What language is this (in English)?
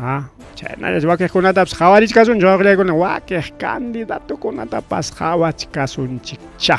Ayacucho Quechua